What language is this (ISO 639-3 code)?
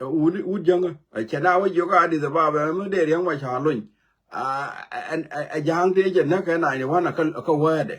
nus